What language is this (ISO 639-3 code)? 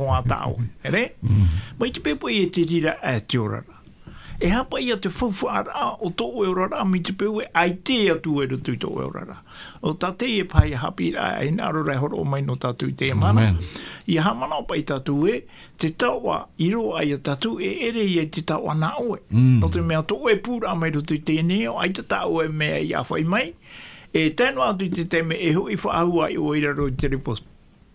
tah